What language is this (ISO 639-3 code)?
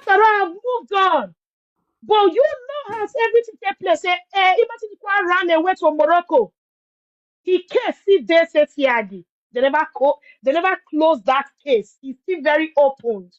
pcm